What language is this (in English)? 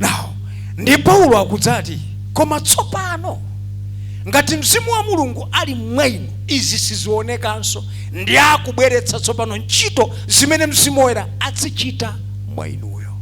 Nyanja